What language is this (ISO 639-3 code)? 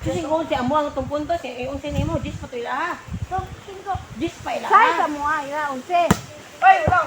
ceb